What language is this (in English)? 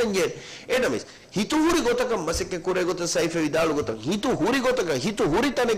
Divehi